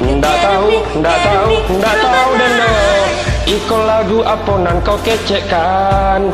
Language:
Minangkabau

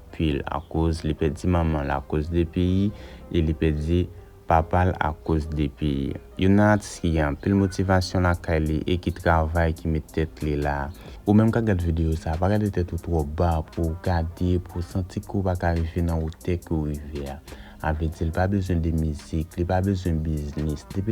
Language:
Haitian Creole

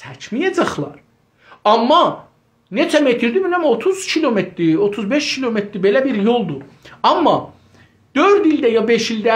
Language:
South Azerbaijani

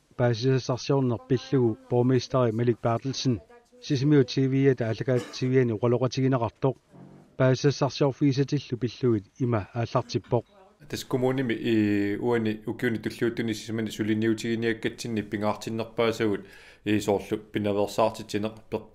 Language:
Kalaallisut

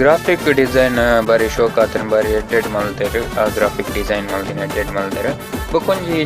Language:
Tulu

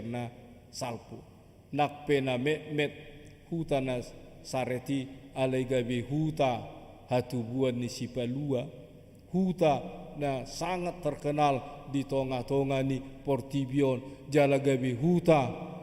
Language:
Batak Toba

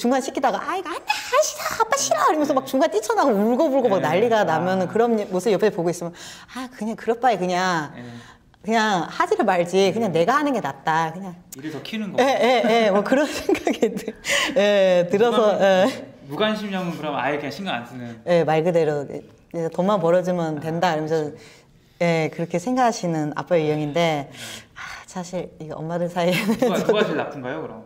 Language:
Korean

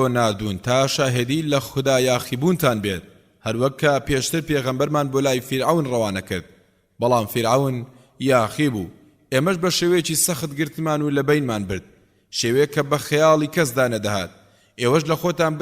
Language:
Central Kurdish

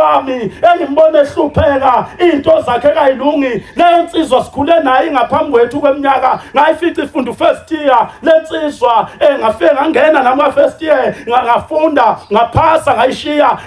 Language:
Zulu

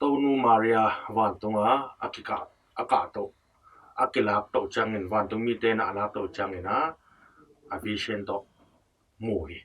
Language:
Tedim Chin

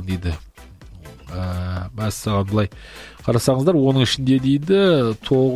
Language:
Kazakh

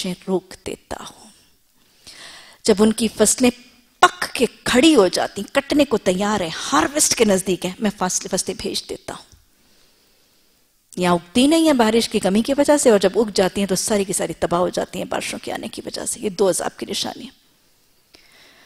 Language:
Urdu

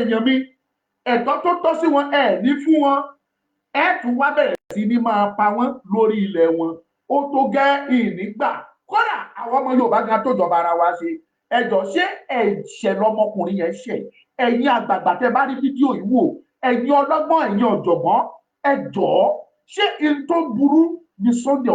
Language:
Yoruba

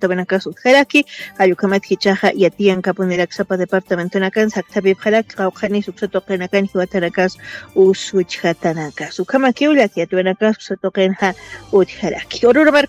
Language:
Aymara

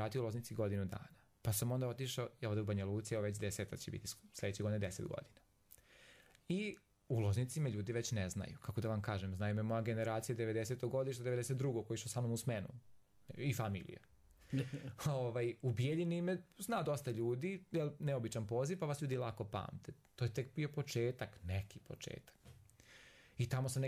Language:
Serbian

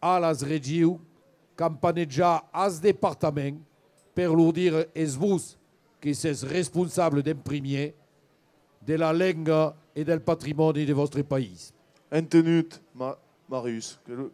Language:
Occitan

